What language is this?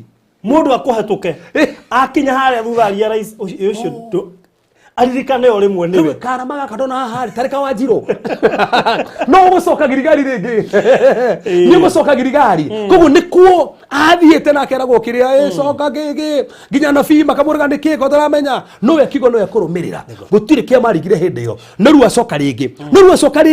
Kikuyu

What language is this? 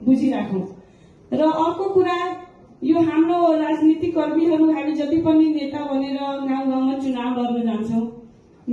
Nepali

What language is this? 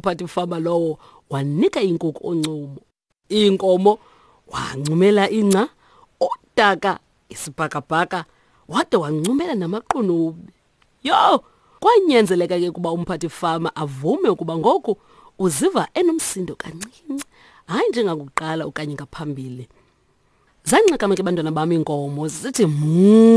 Xhosa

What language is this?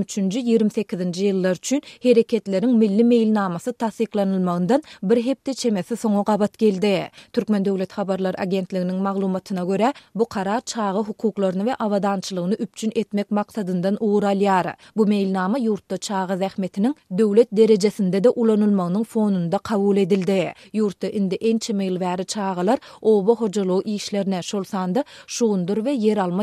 Turkmen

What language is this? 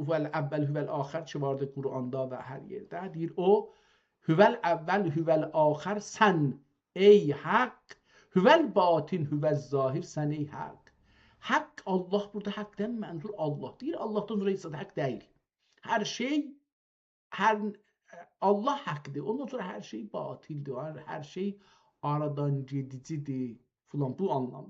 South Azerbaijani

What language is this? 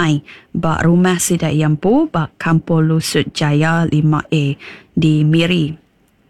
Iban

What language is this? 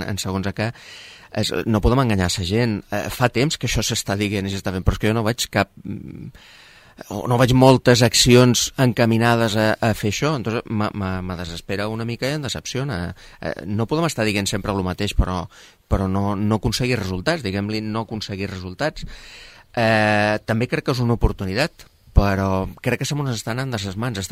Catalan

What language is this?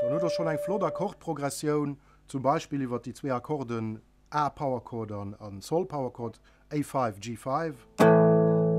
Luxembourgish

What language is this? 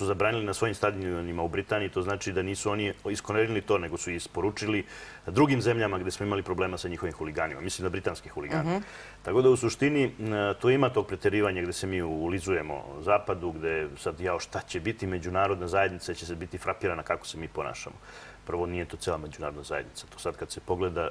Serbian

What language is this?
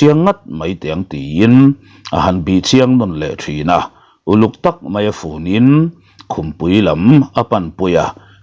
Mizo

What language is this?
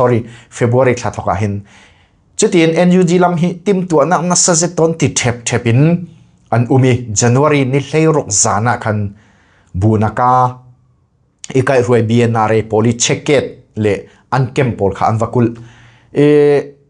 Falam Chin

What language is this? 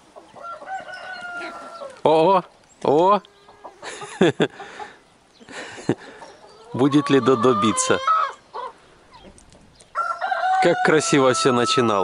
Russian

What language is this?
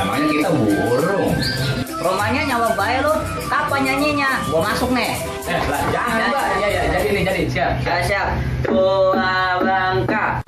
Betawi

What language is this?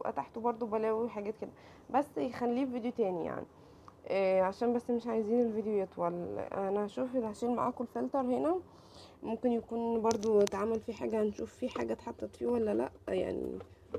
Egyptian Arabic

